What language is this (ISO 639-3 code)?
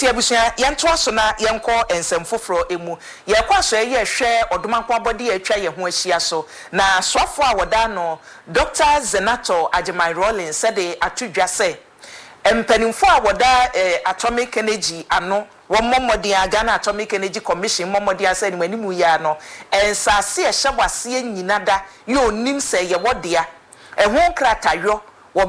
aka